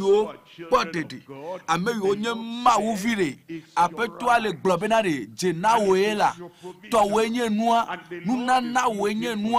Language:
Ewe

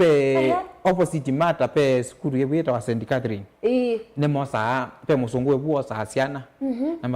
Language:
Kamba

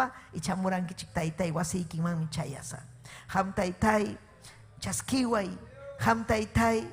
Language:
Ayacucho Quechua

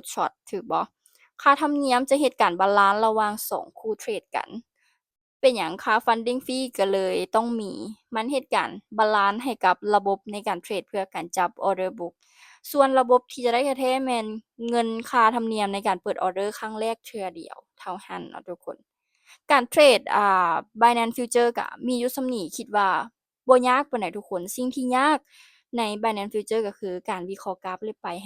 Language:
Lao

